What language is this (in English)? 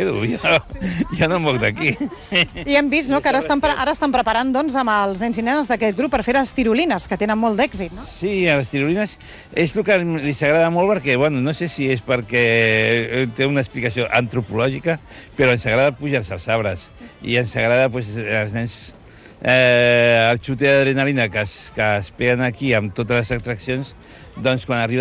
Catalan